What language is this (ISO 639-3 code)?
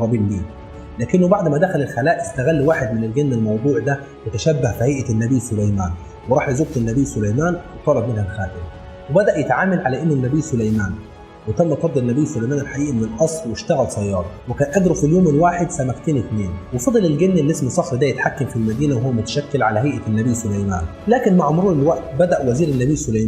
arz